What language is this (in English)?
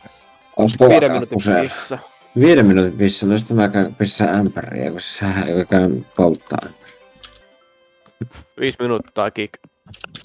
Finnish